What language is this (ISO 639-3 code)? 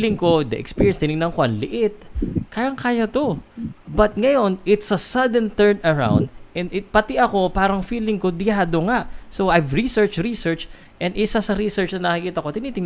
fil